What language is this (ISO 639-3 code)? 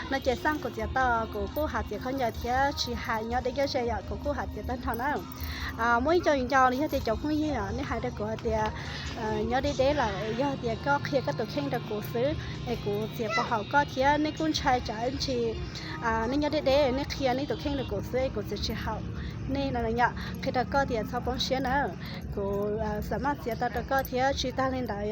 hmn